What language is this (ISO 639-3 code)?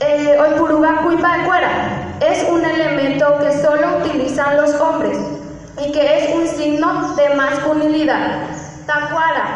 grn